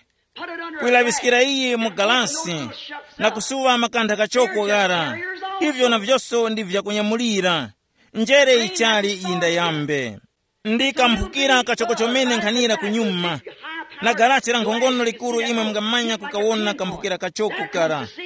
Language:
Tumbuka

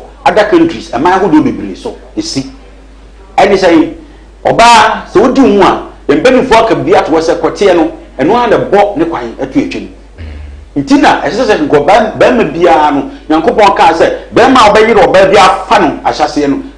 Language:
Akan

